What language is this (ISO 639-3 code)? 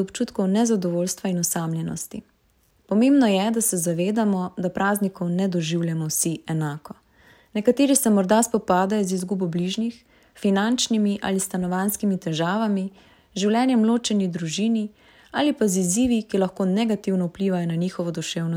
slv